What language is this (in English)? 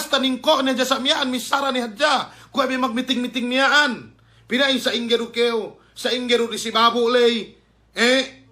Yakan